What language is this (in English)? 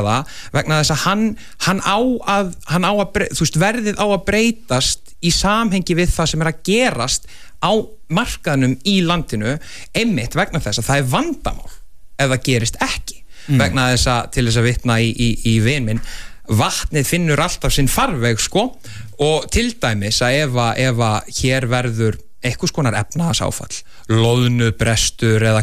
Icelandic